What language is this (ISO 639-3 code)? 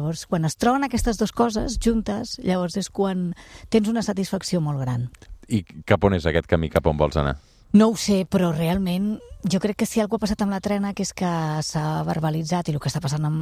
cat